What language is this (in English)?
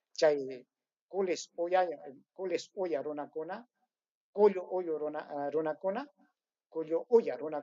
Ayacucho Quechua